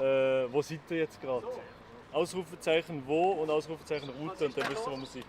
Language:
Swiss German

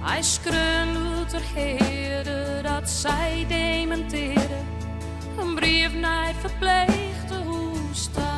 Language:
Western Frisian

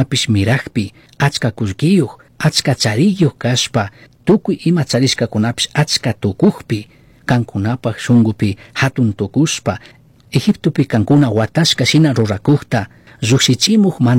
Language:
Chimborazo Highland Quichua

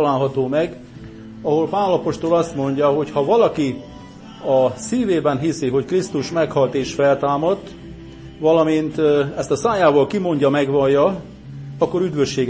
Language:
Hungarian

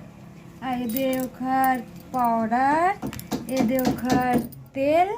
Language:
Chhattisgarhi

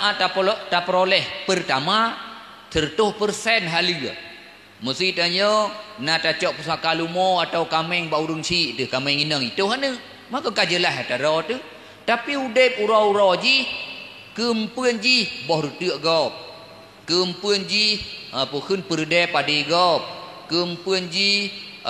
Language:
Achinese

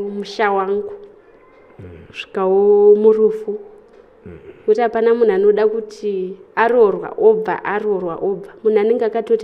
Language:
Shona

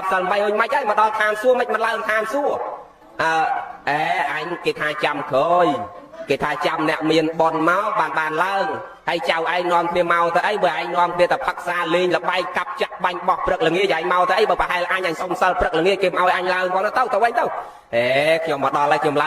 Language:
Khmer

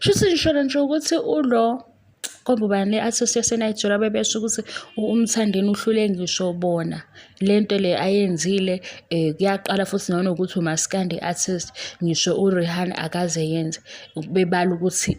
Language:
Zulu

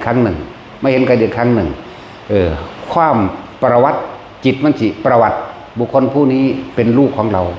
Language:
Northeastern Thai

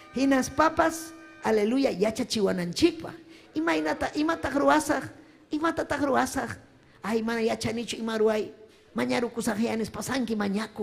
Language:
Ayacucho Quechua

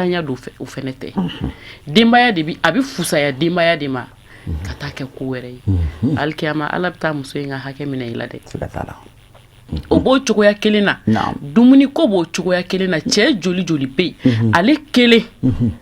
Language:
Bambara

